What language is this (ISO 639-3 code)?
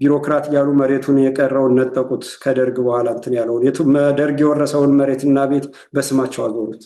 amh